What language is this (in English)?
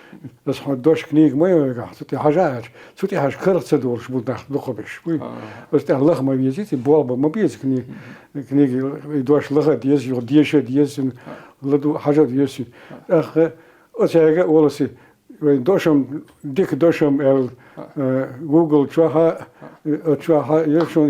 Chechen